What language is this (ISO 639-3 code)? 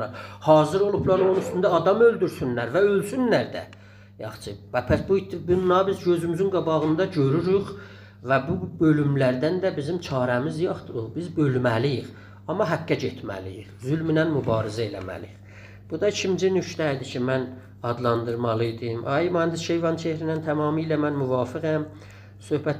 azb